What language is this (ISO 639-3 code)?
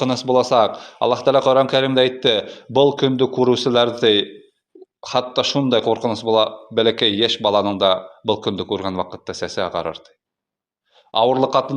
bak